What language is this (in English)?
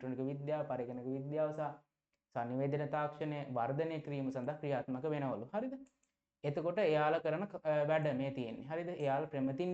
Sinhala